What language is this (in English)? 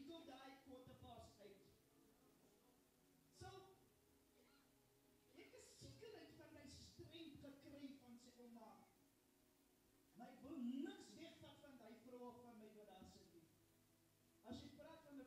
Afrikaans